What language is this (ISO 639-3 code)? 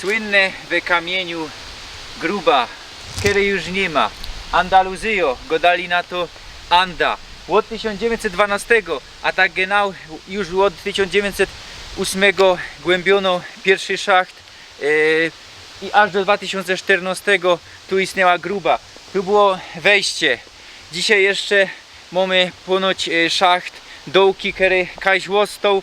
szl